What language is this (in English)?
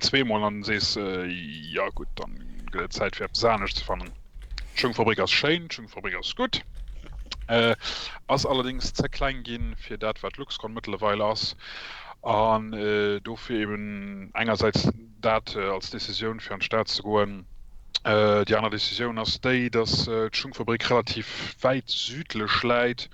Luxembourgish